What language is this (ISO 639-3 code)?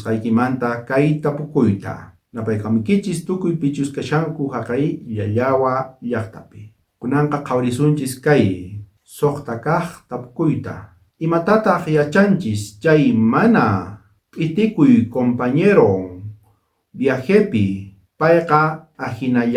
quh